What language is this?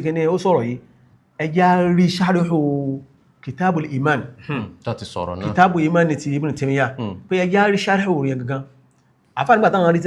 Yoruba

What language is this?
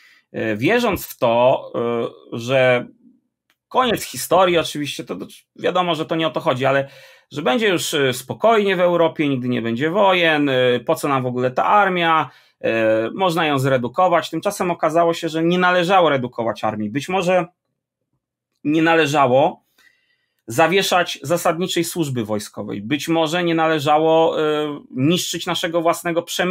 Polish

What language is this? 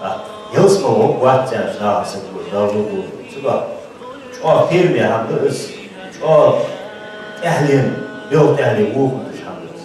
Ingush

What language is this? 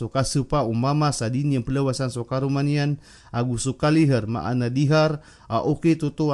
Maranao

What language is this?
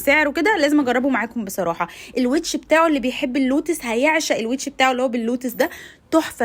Egyptian Arabic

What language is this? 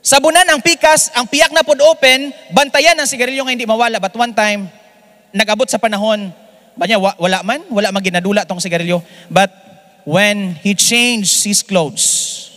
Hiligaynon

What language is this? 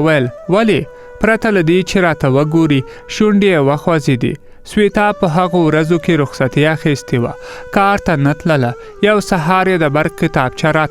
Pashto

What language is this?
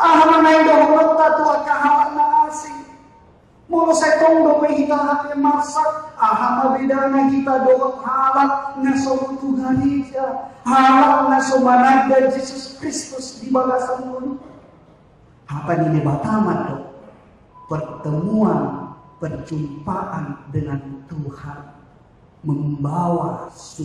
Batak Toba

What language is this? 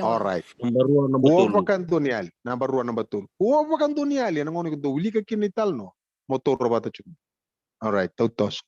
Fijian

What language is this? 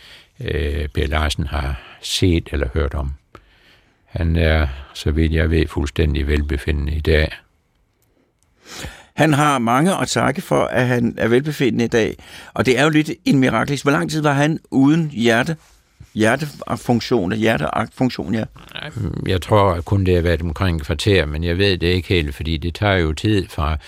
Danish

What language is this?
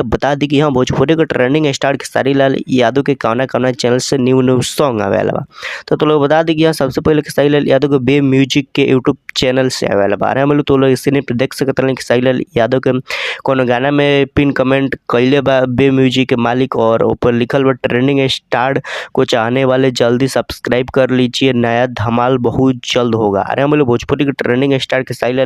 Bhojpuri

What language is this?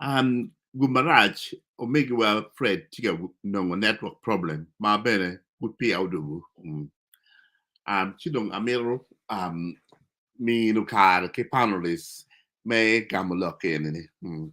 Acoli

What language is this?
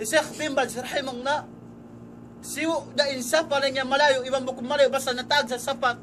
Tausug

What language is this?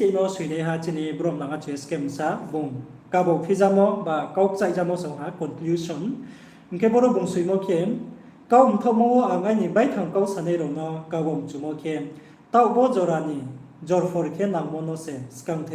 Riang (India)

